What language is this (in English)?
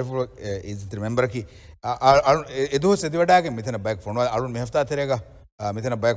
Divehi